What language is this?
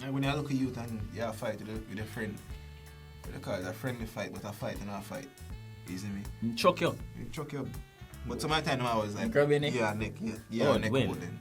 Jamaican Creole English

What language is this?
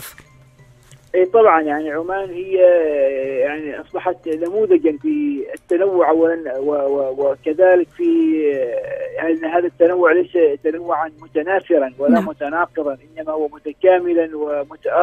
Arabic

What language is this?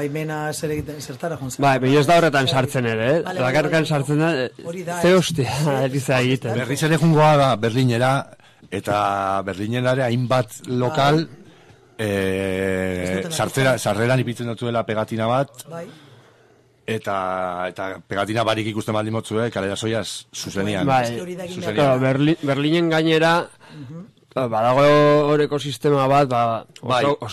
Basque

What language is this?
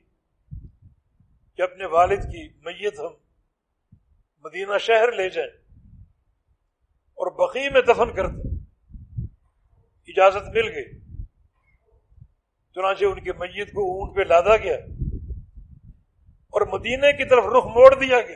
Urdu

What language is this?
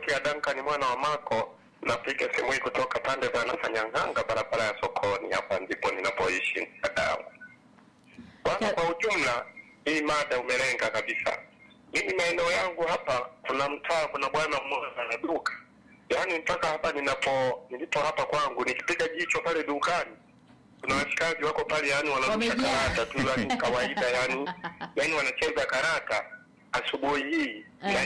Swahili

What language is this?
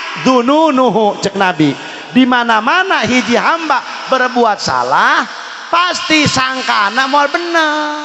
Sundanese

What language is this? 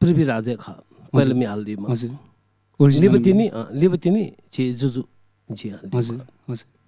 Newari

